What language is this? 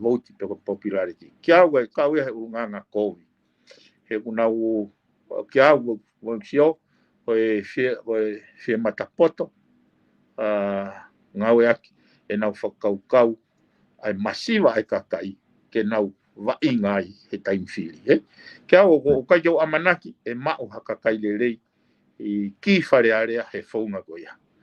Tongan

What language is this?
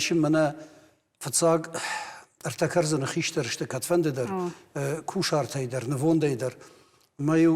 Ossetic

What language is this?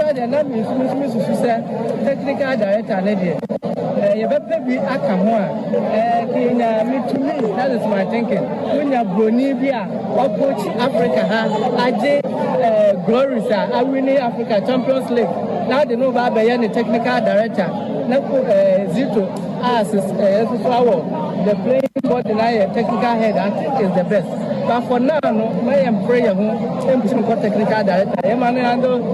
Akan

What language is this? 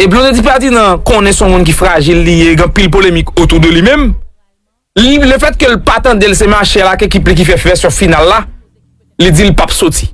Haitian Creole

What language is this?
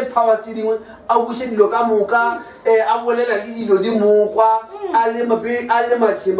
Northern Sotho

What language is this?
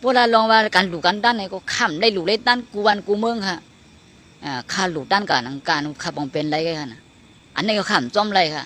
Shan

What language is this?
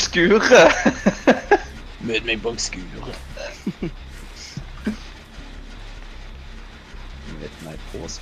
Norwegian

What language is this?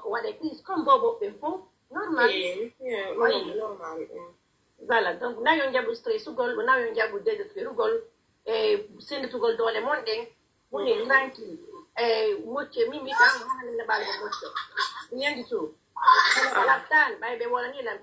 Pular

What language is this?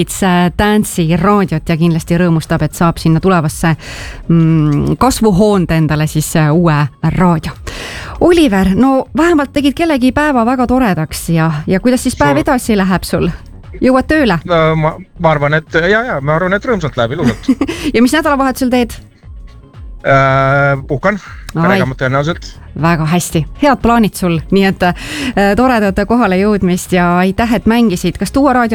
Estonian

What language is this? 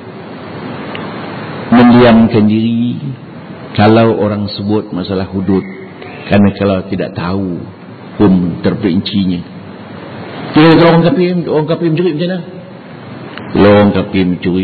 Malay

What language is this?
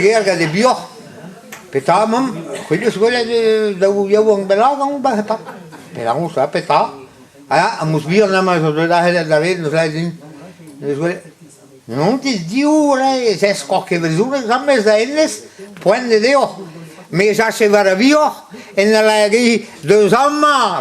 Breton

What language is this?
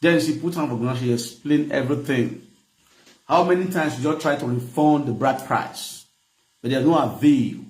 Nigerian Pidgin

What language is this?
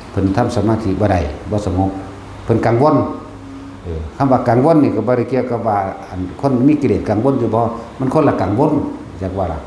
Northeastern Thai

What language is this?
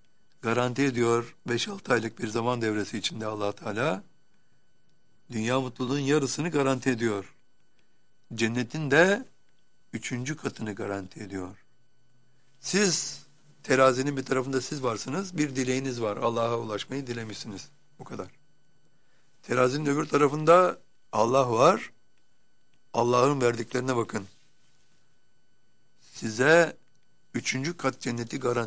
Turkish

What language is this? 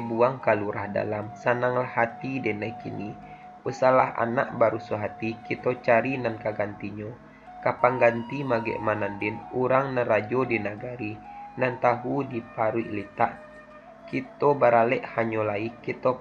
Minangkabau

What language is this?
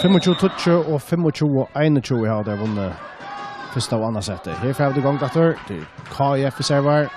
Faroese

